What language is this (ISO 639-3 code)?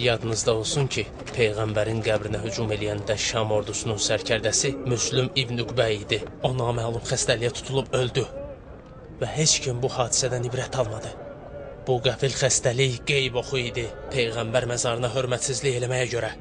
aze